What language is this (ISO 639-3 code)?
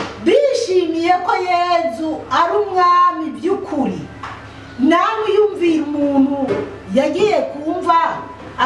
run